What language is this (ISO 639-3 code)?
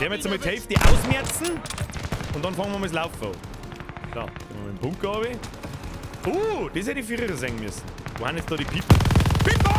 bar